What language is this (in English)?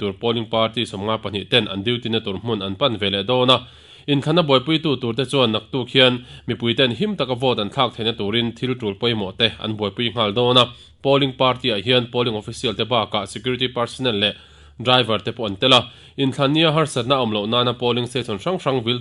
Mizo